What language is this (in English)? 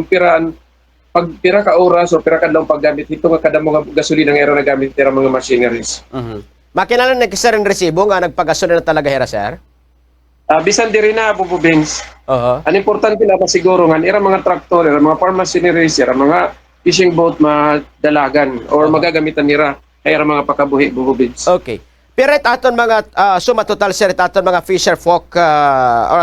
Waray